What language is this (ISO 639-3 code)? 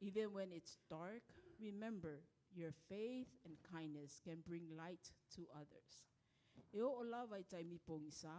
smo